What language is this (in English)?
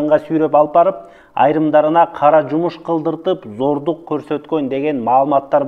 Kyrgyz